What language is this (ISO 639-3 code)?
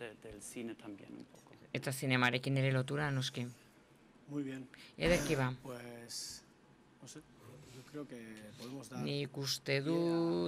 eus